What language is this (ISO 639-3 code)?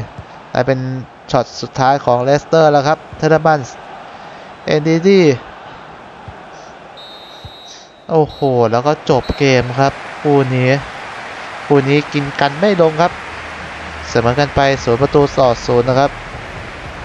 tha